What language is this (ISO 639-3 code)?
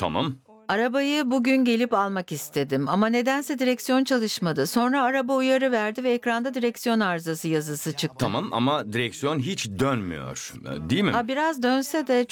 tur